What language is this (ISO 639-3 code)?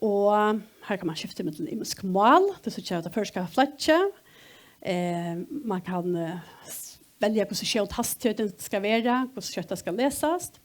fao